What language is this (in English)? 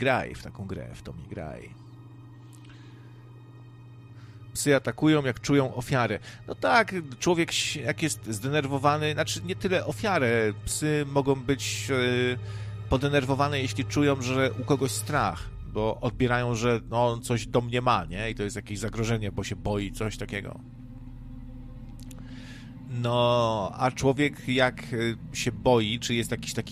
Polish